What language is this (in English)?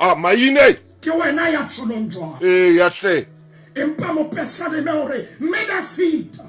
Southern Sotho